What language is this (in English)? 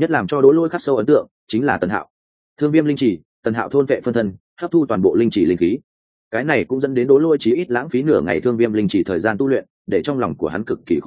Vietnamese